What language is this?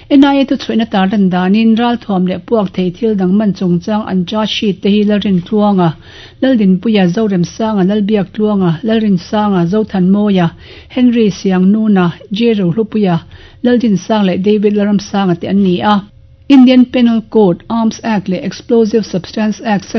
Mizo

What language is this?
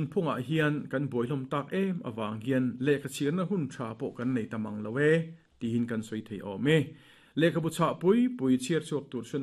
Mizo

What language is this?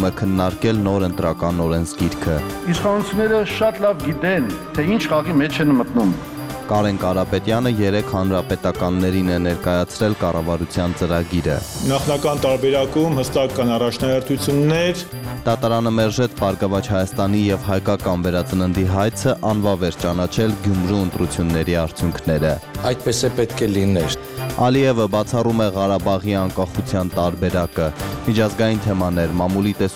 Armenian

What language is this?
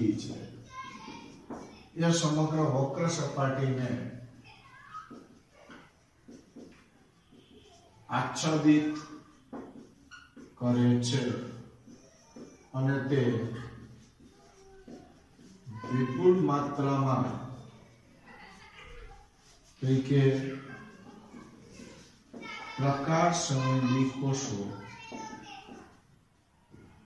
Gujarati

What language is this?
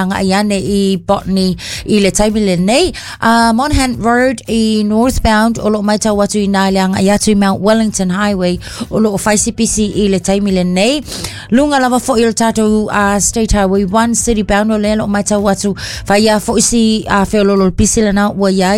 Samoan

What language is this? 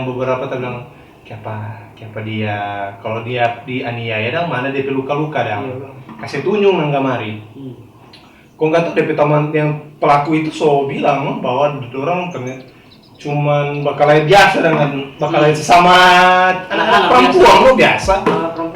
Manado Malay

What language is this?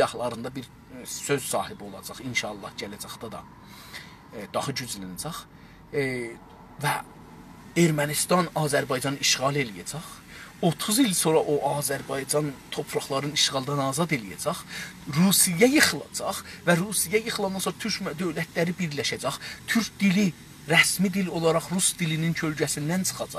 South Azerbaijani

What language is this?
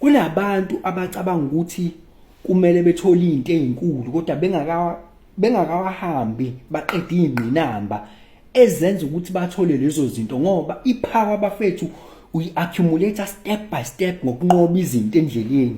Zulu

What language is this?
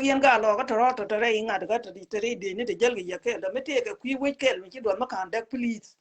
Nuer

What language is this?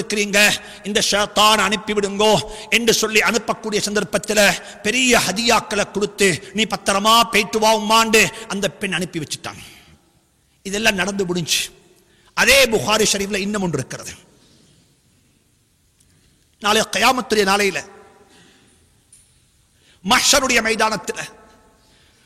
Tamil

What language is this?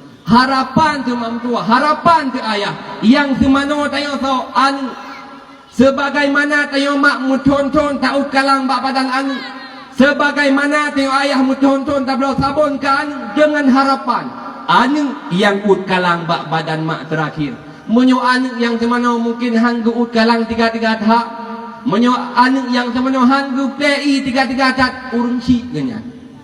Achinese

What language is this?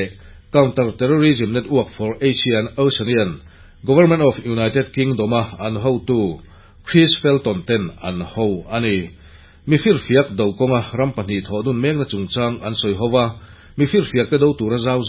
Mizo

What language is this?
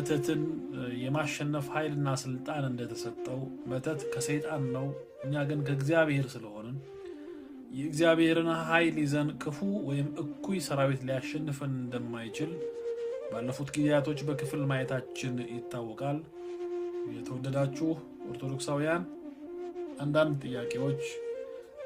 Amharic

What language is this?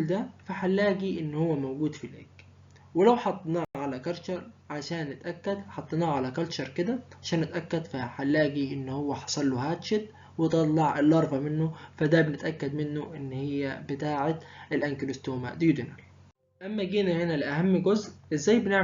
Egyptian Arabic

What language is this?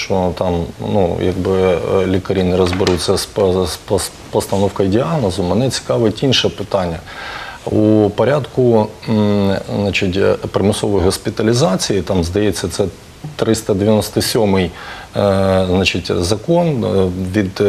Ukrainian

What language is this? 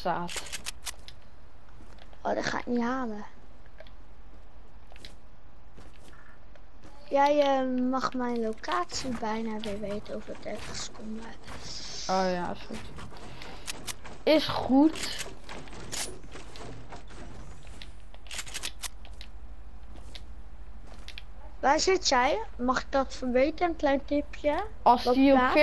Dutch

